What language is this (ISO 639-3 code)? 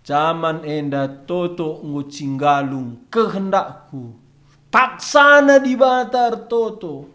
btx